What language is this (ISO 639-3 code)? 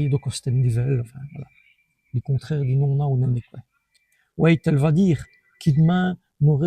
wln